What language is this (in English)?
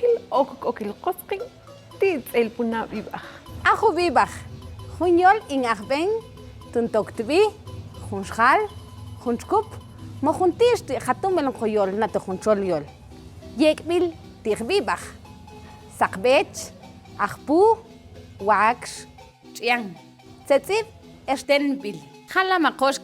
Mam